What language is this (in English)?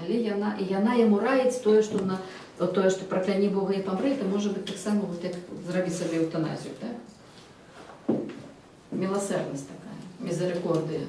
Belarusian